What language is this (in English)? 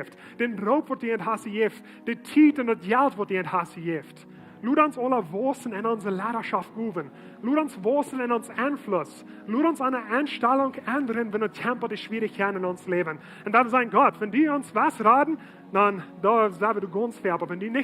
Plautdietsch